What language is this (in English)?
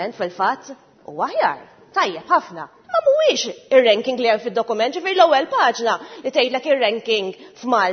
Maltese